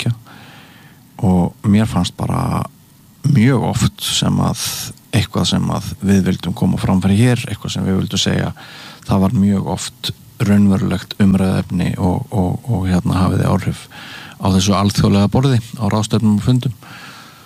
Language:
Icelandic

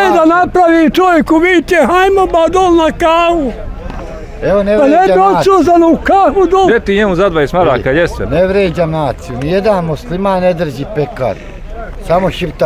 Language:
Bosnian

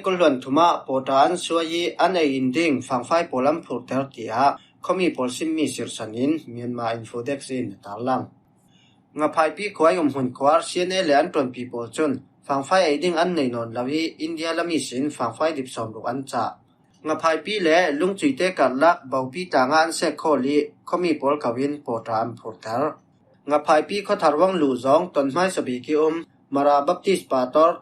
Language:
Falam Chin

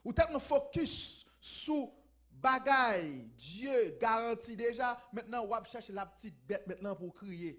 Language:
Haitian Creole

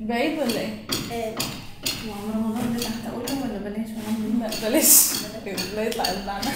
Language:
Egyptian Arabic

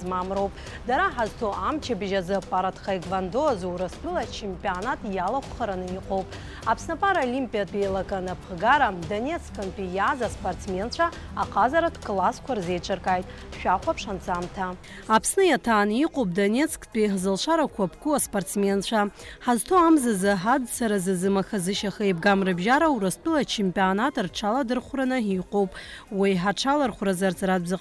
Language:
Abkhazian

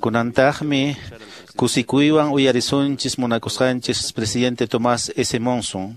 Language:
Quechua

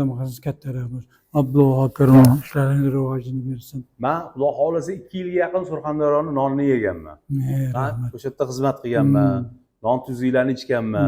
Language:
Uzbek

